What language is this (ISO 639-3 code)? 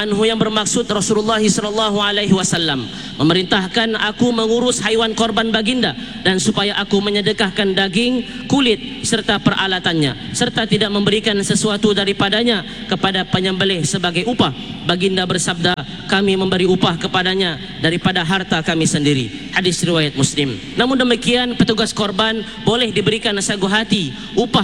msa